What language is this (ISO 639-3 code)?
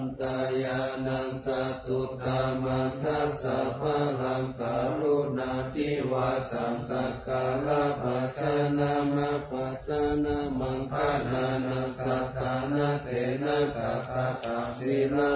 pli